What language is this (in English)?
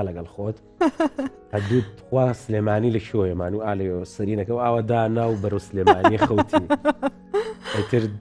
Central Kurdish